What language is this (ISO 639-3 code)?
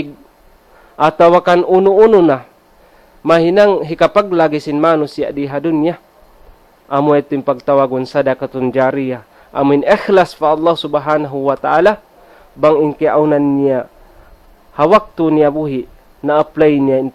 tsg